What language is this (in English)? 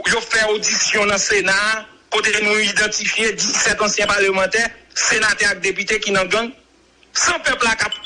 Haitian Creole